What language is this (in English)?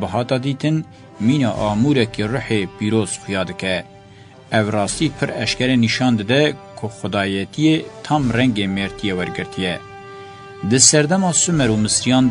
Kurdish